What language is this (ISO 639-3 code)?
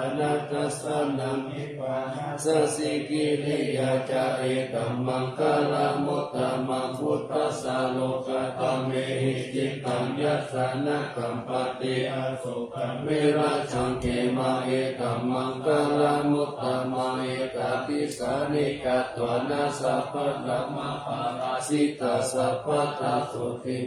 pli